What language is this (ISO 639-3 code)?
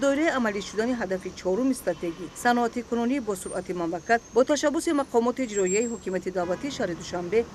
tgk